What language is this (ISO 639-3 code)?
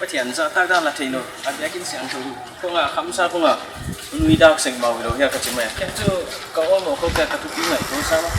pck